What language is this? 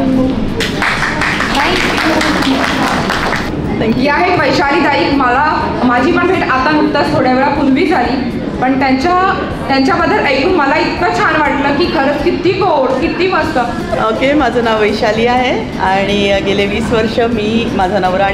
Marathi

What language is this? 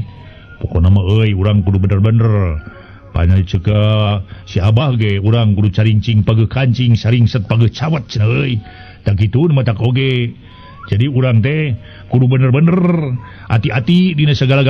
Sundanese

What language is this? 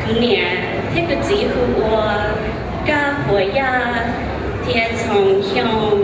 Hmong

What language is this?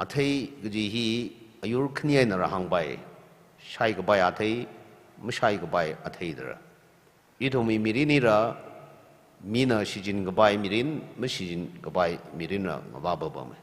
Tangkhul Naga (India)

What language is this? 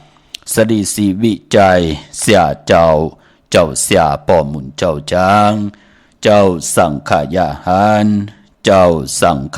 Shan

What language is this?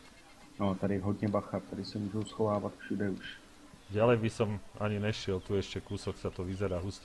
Slovak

